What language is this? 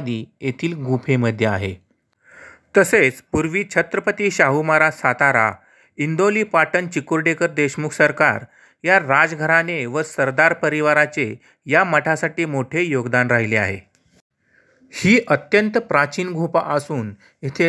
Marathi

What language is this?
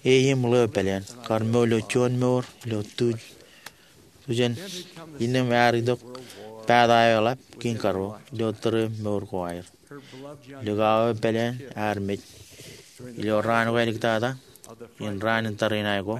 Marshallese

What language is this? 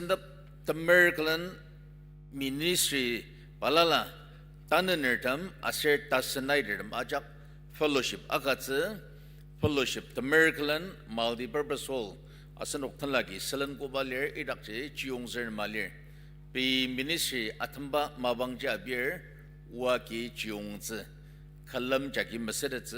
Ao Naga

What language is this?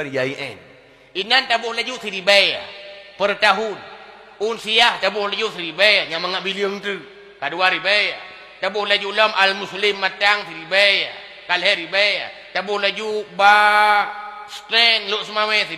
Achinese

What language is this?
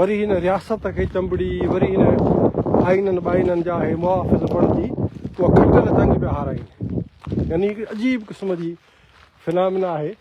Sindhi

